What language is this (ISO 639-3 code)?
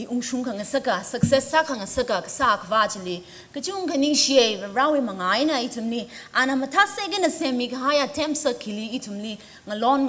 nmf